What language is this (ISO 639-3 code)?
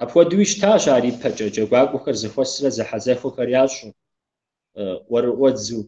kbd